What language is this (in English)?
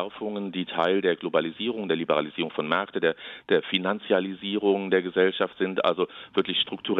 German